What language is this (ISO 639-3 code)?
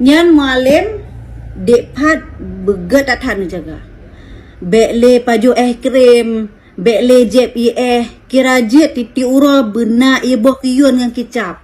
ace